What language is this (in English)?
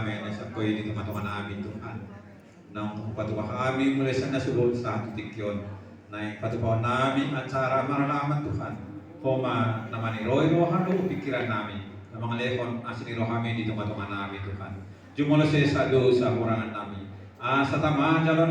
Batak Toba